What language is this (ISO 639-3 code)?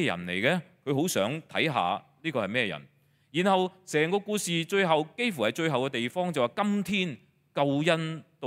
yue